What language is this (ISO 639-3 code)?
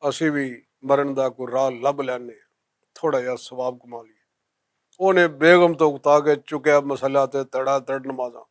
lah